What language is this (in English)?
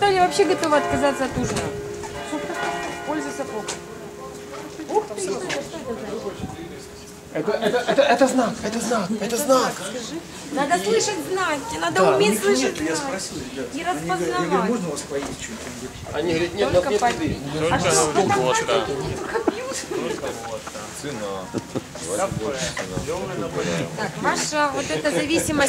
Russian